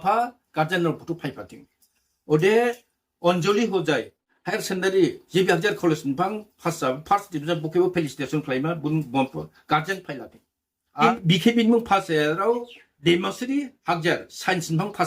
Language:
Dimasa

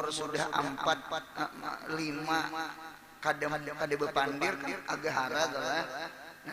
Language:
Banjar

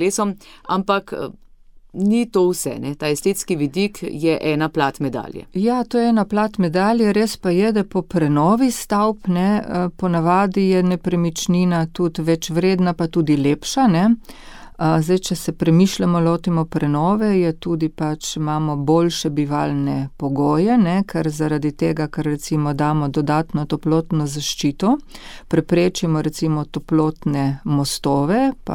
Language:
Slovenian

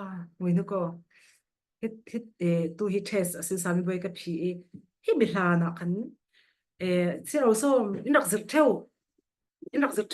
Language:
Falam Chin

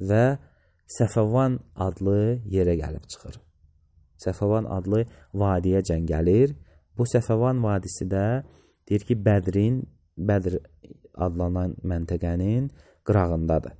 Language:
Azerbaijani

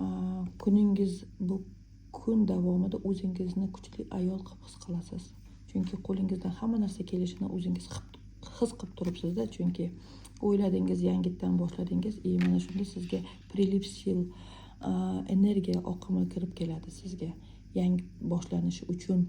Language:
Uzbek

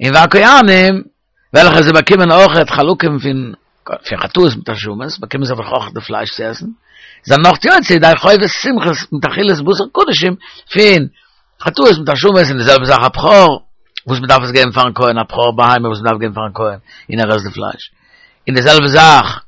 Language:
Yiddish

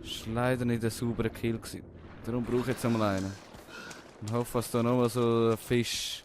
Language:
Swiss German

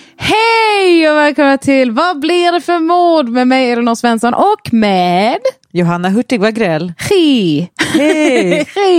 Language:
Swedish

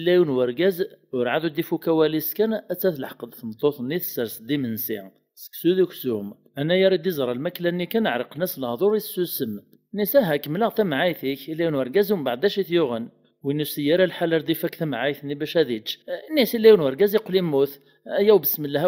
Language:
Kabyle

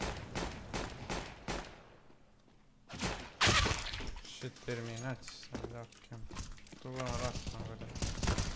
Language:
Romanian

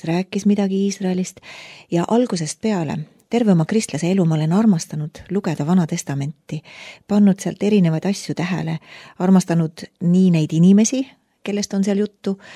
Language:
Estonian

